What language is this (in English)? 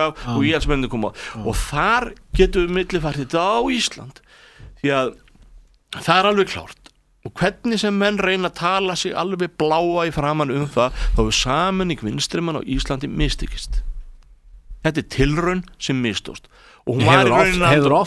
Icelandic